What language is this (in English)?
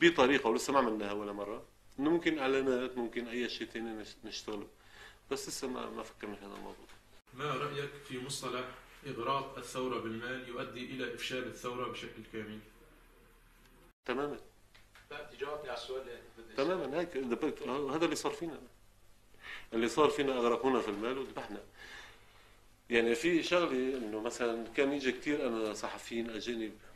North Levantine Arabic